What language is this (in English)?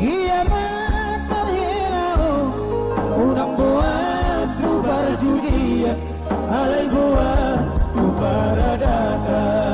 Batak Toba